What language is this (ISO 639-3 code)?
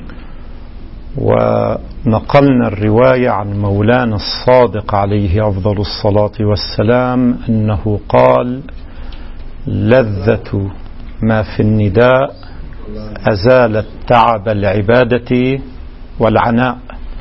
ara